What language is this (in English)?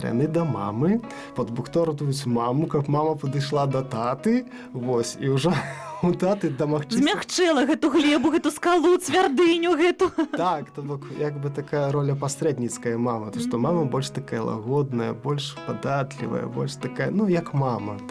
Belarusian